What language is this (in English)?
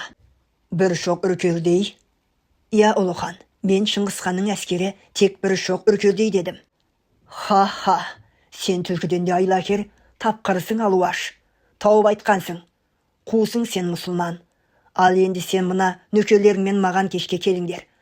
Kazakh